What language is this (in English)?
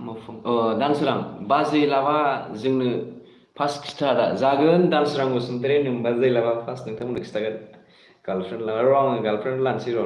Bodo